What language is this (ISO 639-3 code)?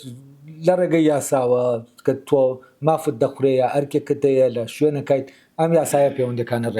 ckb